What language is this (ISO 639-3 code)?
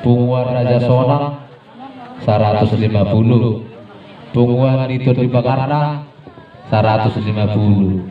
bbc